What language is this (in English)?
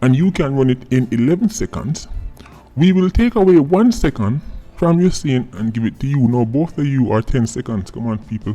Jamaican Creole English